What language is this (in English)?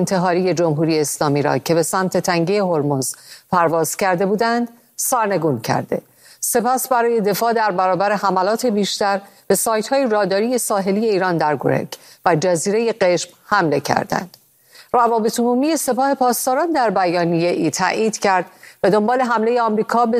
Persian